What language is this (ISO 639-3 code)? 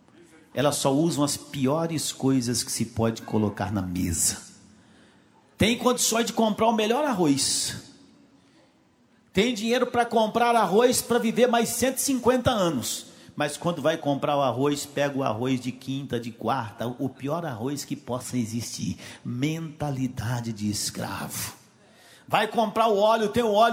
por